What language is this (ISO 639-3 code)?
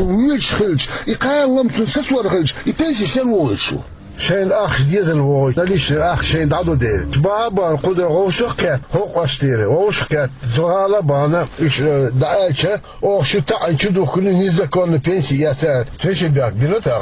che